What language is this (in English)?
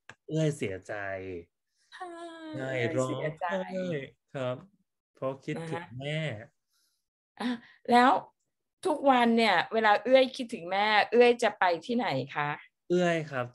Thai